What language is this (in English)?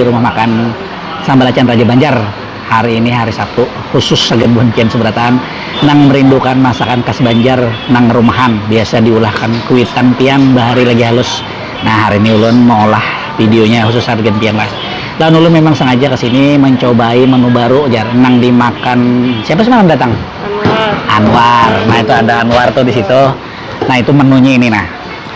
Banjar